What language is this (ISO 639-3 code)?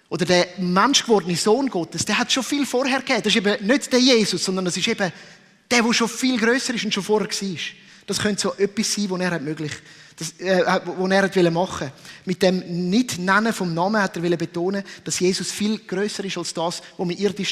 gsw